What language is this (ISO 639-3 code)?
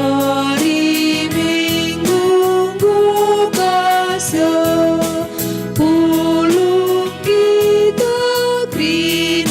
btx